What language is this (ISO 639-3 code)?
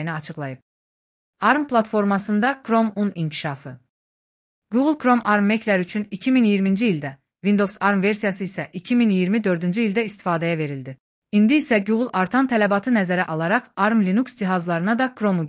aze